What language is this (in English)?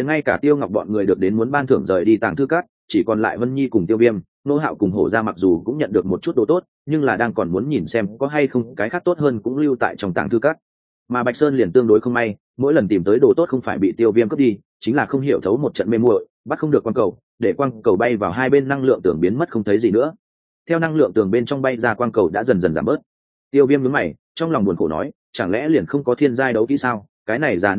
Vietnamese